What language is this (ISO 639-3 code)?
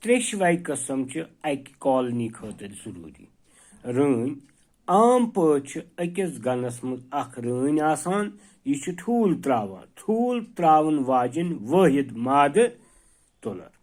kas